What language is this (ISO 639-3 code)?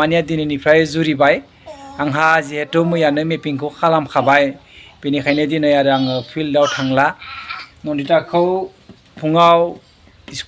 brx